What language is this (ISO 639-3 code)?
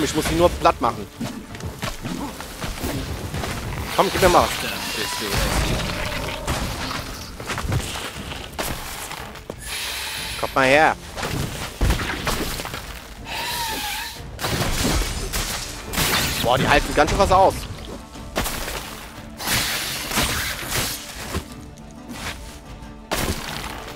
deu